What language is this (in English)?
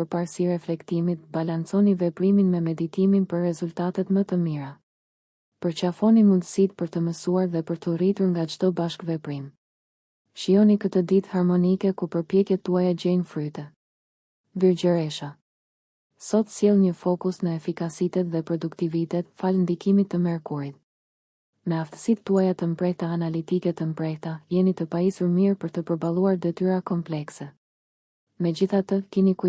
Albanian